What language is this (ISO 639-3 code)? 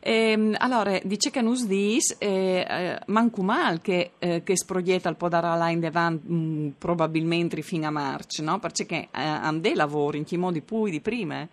fur